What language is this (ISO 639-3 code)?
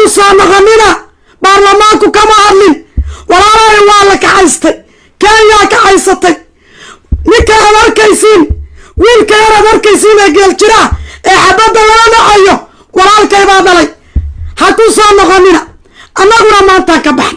som